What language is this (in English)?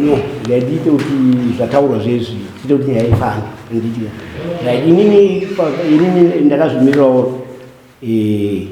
Shona